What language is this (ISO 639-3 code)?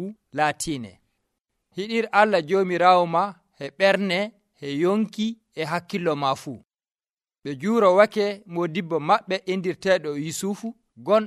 fuv